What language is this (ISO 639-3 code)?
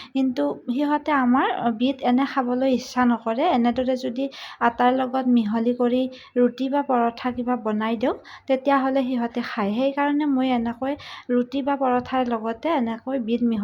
asm